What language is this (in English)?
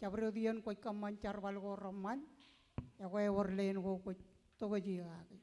Marshallese